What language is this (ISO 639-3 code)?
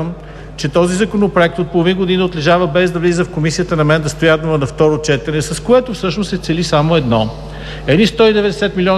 bul